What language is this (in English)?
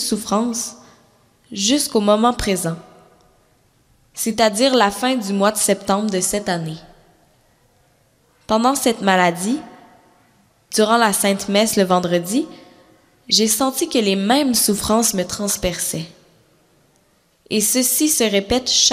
French